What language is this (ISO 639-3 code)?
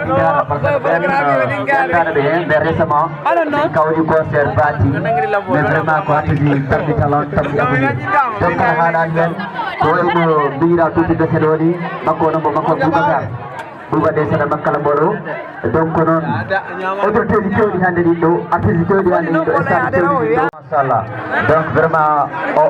ful